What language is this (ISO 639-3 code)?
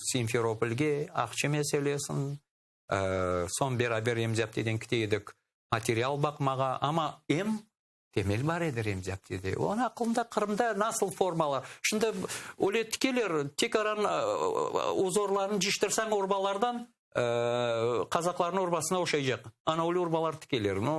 crh